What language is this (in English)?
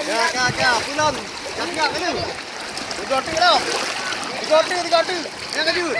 Achinese